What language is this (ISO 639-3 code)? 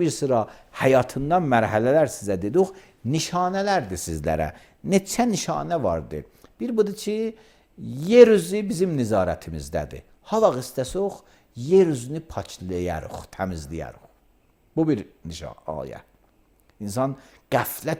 aze